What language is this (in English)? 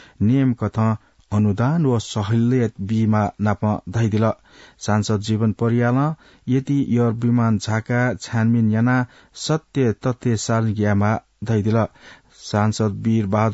Newari